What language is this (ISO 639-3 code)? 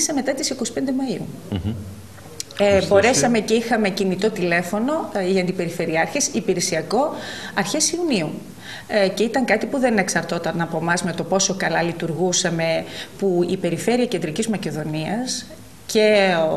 ell